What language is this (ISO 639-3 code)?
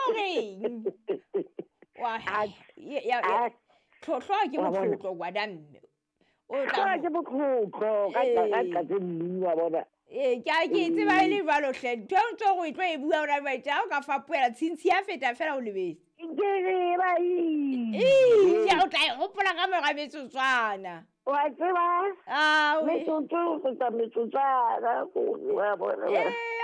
sot